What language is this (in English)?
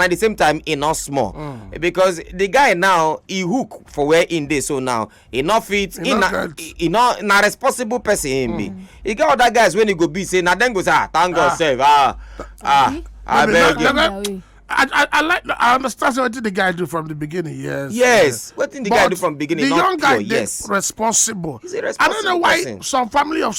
Nigerian Pidgin